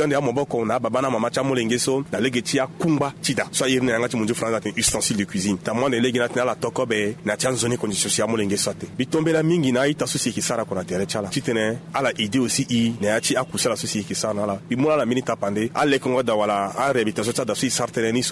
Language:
Sango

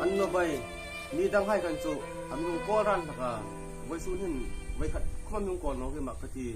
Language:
Hmar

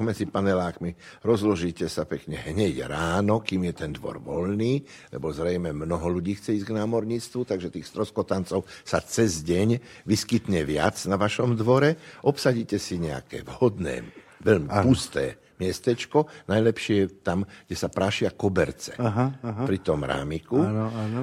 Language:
Slovak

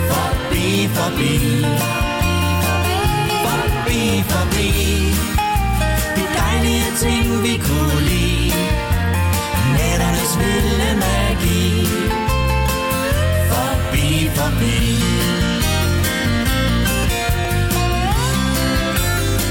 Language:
Danish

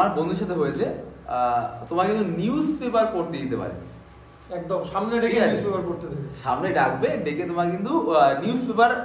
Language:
Bangla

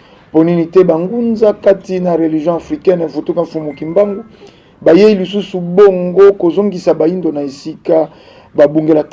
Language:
Lingala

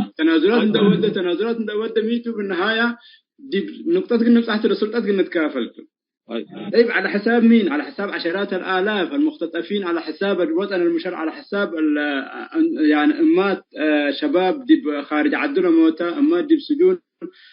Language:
Tigre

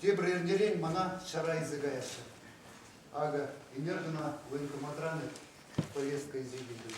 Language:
Chuvash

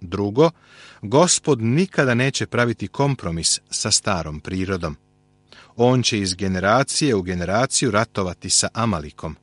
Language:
Serbian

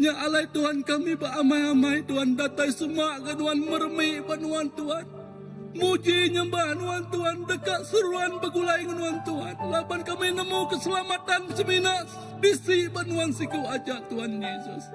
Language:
Iban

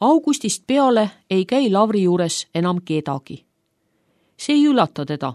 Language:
Estonian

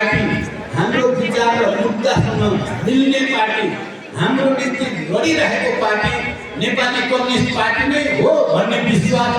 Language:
Nepali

